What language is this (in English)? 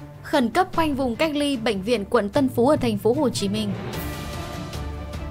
Vietnamese